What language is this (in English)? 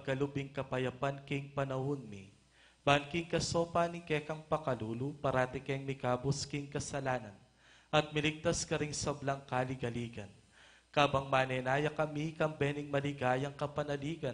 Pampanga